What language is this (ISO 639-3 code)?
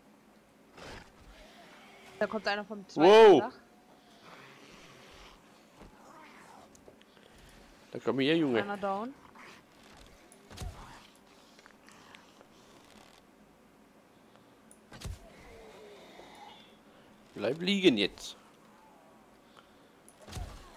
deu